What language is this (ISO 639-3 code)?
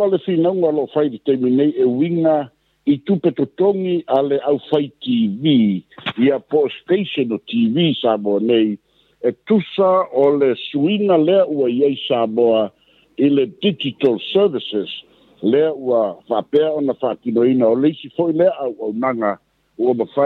smo